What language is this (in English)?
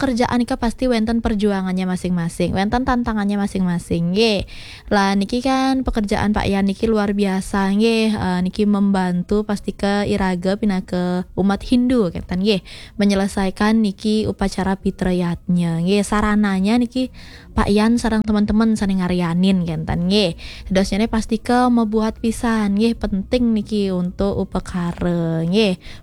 Balinese